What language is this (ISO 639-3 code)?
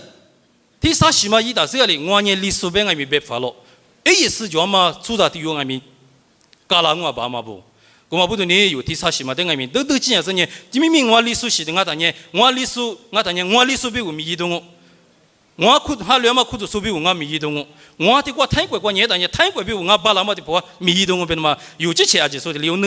lis